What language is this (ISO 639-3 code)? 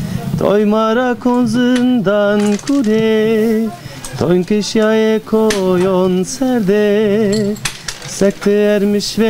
zza